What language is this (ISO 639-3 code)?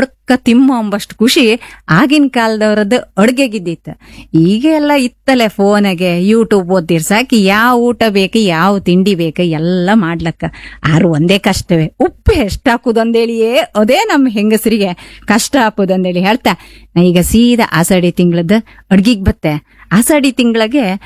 kan